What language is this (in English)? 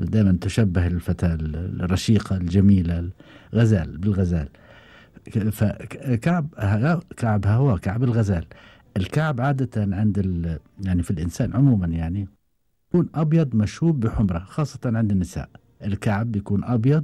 Gulf Arabic